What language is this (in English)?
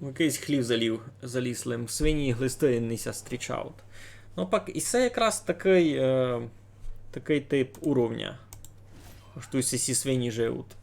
Rusyn